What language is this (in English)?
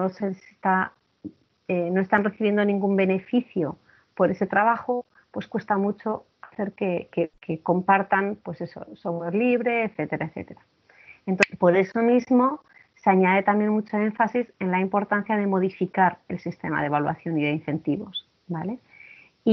Spanish